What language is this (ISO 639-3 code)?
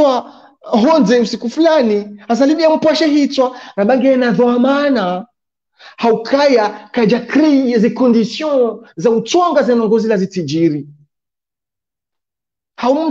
swa